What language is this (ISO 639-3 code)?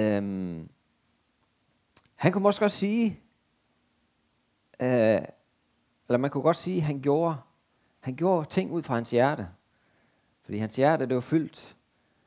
dan